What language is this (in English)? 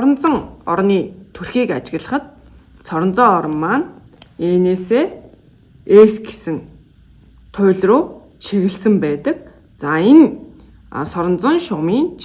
Mongolian